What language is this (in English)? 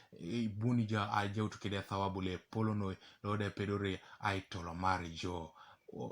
Teso